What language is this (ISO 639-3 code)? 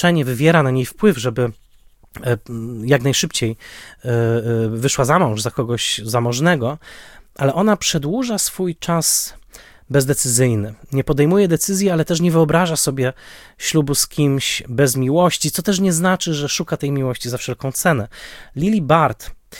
pol